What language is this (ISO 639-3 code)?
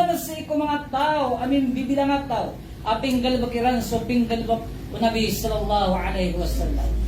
mrw